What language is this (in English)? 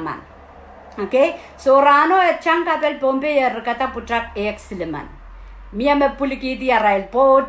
Pohnpeian